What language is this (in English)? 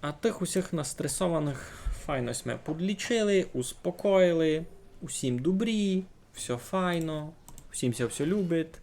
Rusyn